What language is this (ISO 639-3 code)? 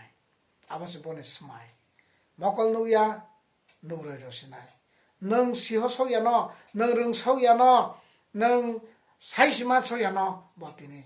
trp